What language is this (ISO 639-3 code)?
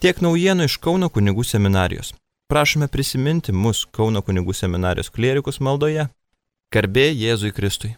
lit